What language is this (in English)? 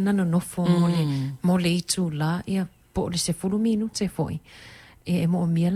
Samoan